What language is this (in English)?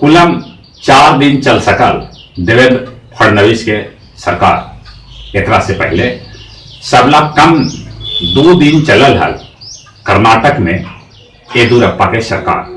Magahi